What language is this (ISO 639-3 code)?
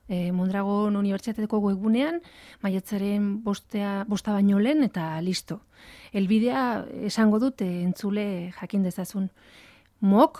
eus